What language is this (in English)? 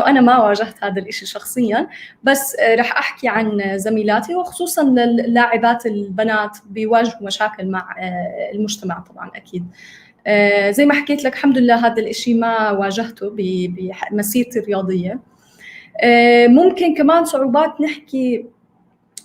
North Levantine Arabic